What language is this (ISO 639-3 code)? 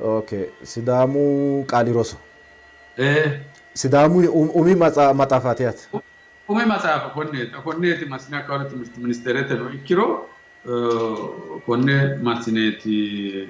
sid